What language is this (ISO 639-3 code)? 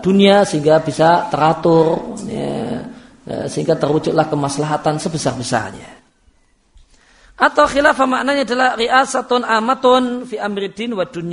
ind